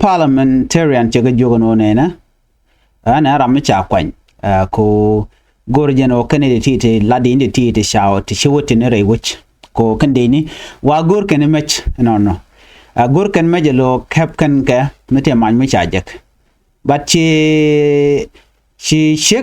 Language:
Nuer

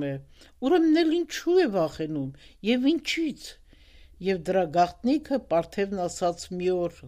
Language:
Armenian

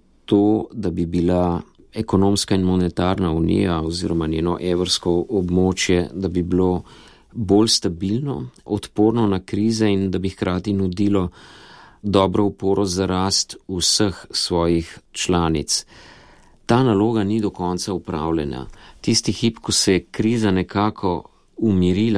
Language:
Slovenian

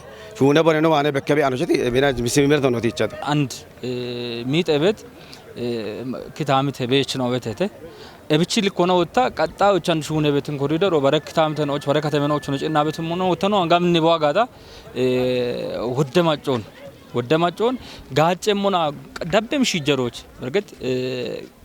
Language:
Kafa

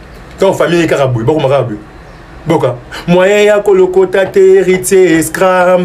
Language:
Lingala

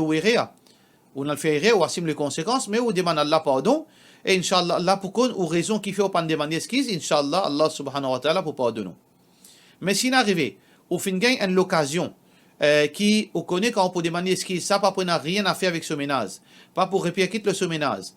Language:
Morisyen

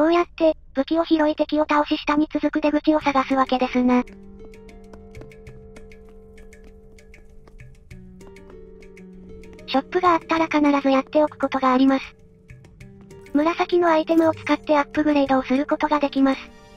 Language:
Japanese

